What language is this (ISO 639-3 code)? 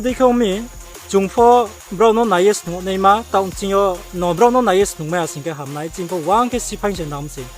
ria